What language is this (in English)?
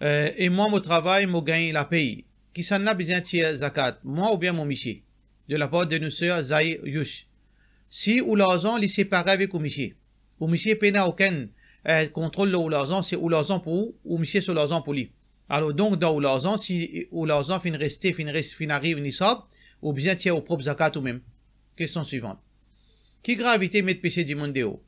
Morisyen